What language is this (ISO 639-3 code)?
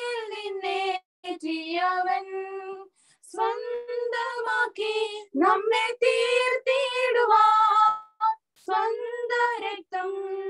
mal